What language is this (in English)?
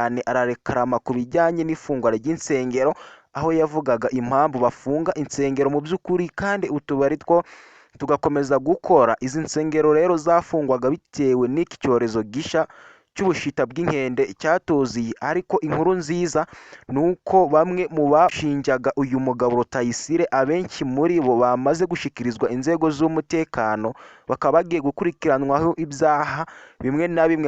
Kinyarwanda